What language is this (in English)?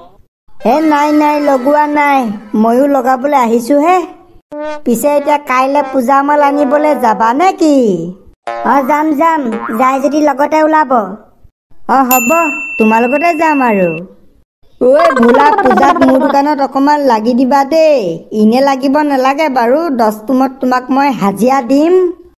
Assamese